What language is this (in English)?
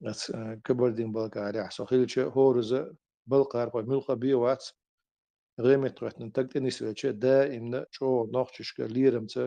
Chechen